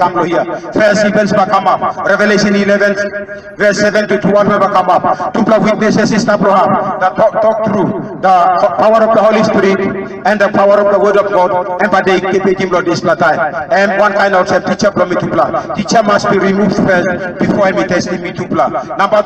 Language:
Tok Pisin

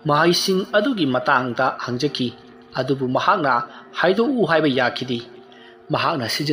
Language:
Manipuri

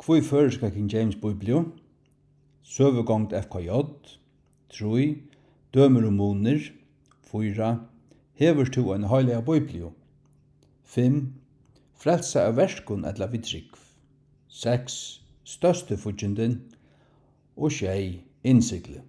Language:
Faroese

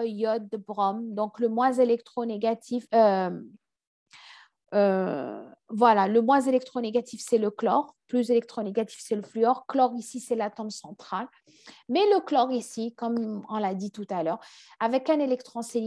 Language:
French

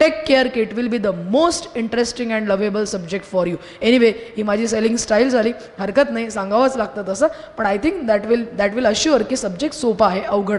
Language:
Marathi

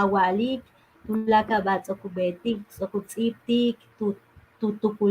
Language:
Yucateco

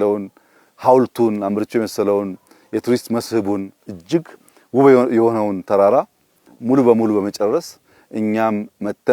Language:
Amharic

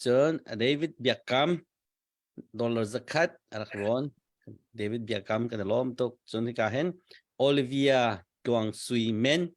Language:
Hakha Chin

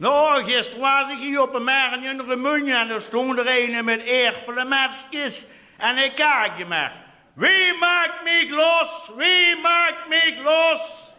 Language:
Limburgish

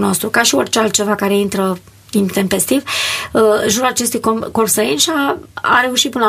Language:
Romanian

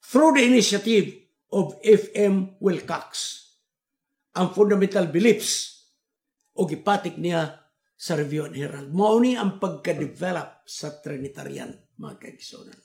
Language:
Cebuano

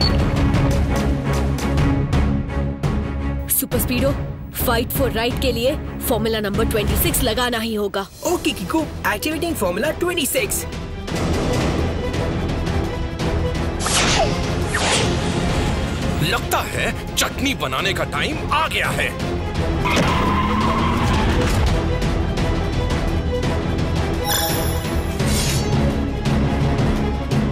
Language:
Hindi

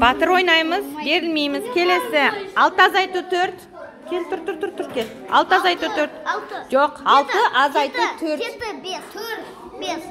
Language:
Kazakh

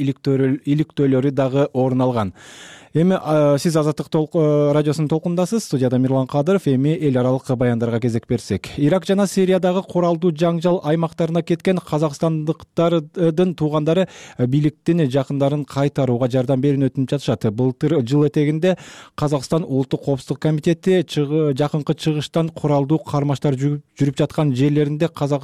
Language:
Kyrgyz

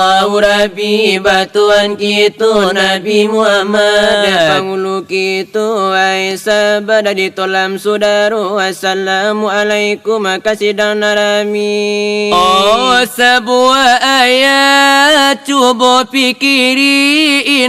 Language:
Minangkabau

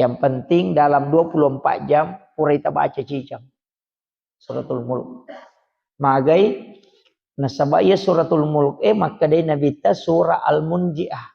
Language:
Buginese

